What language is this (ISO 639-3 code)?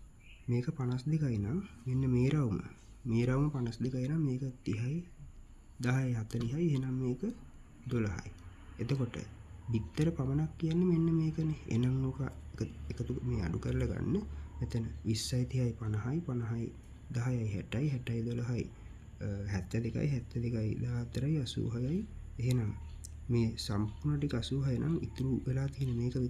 sin